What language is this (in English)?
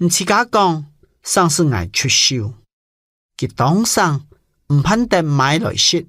Hakka Chinese